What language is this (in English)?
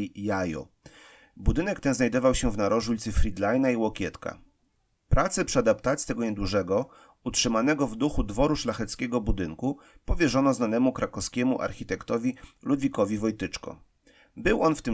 Polish